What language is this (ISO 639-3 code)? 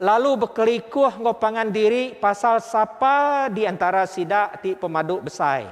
iba